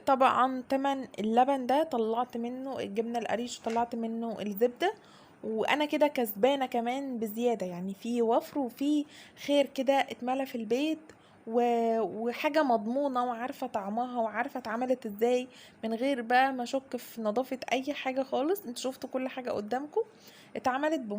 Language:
Egyptian Arabic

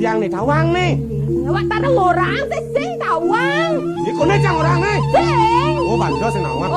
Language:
Balinese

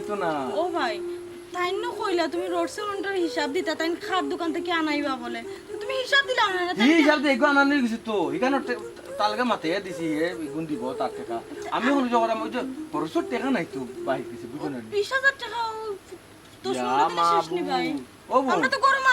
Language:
Sylheti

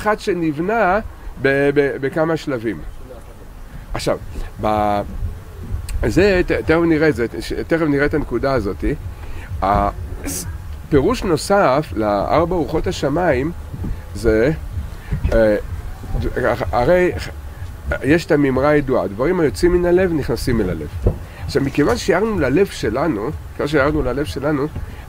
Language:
Hebrew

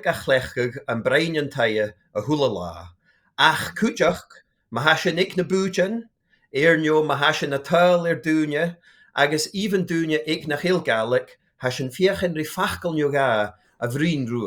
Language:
Scottish Gaelic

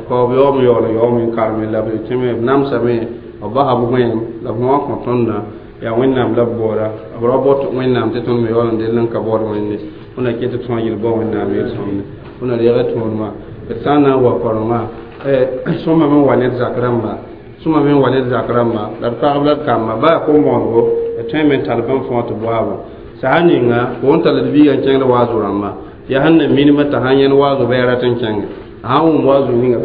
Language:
Mossi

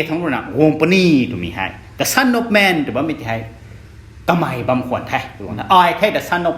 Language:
Rongmei Naga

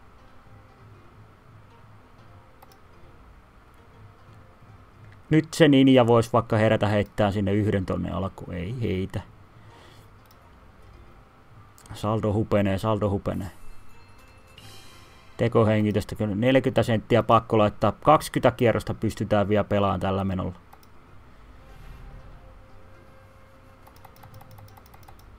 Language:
Finnish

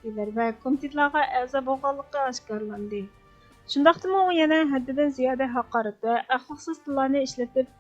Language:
Uyghur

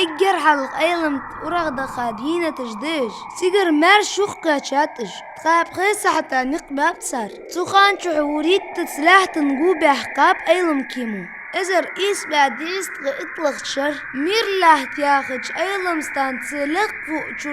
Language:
Ingush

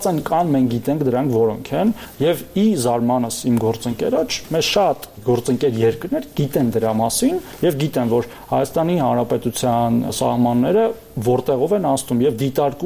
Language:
Armenian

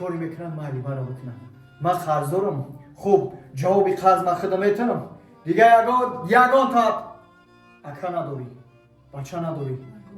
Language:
Tajik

